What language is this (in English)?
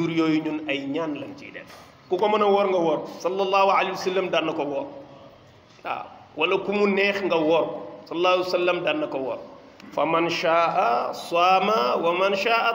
Wolof